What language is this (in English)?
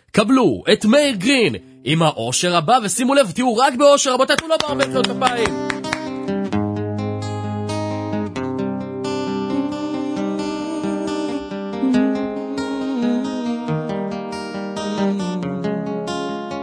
Hebrew